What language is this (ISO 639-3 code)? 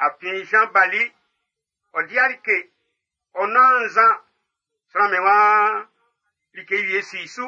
bci